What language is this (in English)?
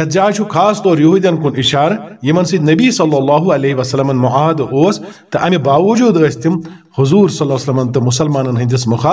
Kashmiri